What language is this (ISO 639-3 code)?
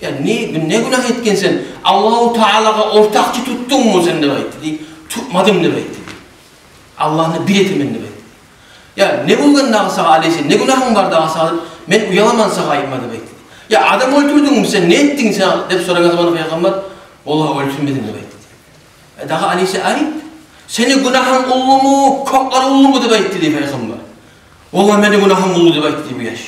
kum